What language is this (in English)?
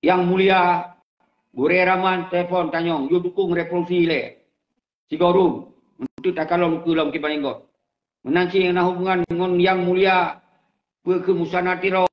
Achinese